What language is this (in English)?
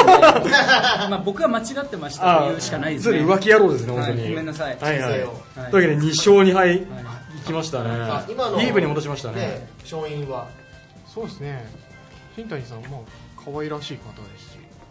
Japanese